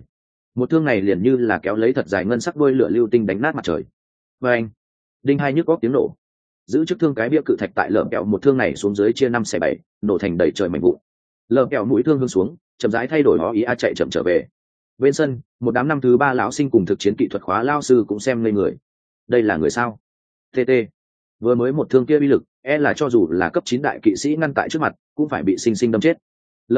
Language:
Vietnamese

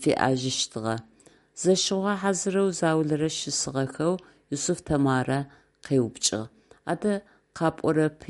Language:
Adyghe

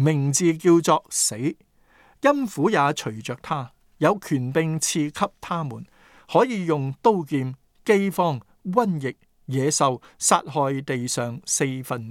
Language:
Cantonese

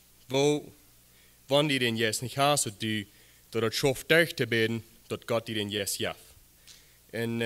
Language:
Plautdietsch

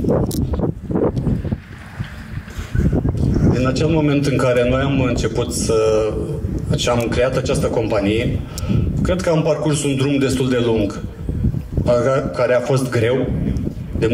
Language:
Romanian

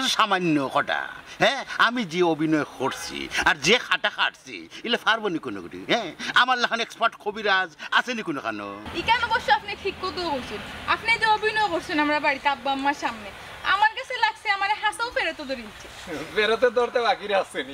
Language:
Sylheti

